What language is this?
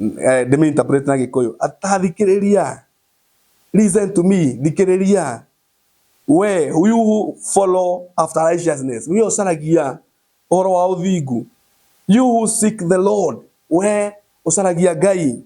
Kikuyu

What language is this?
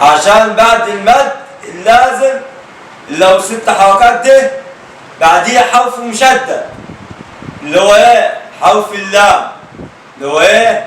Egyptian Arabic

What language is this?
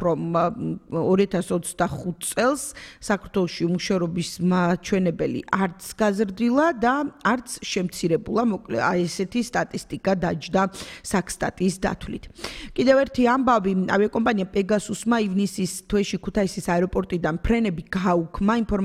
Georgian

